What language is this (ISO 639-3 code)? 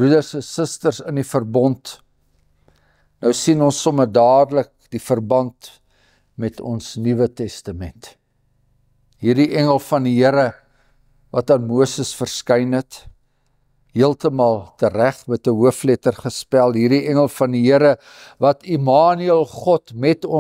afr